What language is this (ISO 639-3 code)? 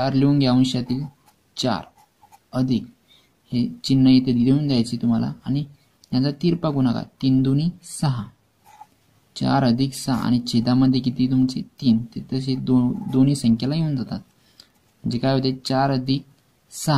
mar